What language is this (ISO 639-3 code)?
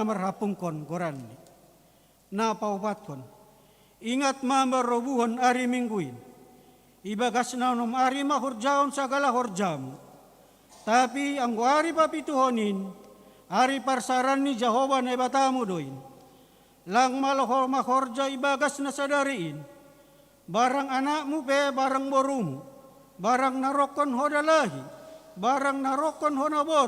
bts